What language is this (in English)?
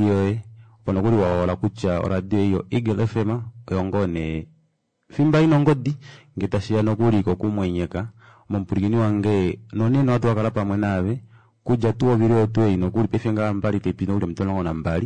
Kuanyama